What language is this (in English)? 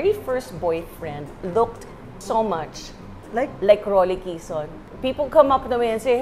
Filipino